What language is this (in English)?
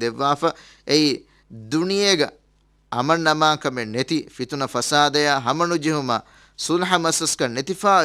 Divehi